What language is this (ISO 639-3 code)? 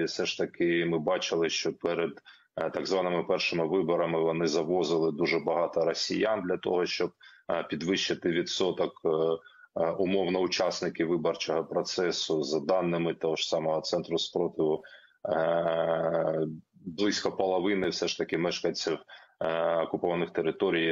ukr